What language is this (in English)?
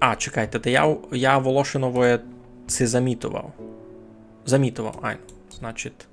Rusyn